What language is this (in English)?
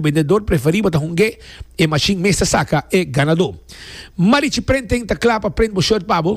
Papiamento